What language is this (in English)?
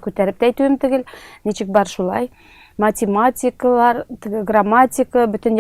Tatar